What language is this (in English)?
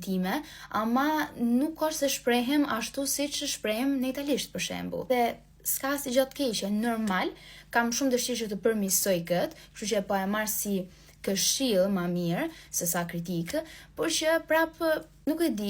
Albanian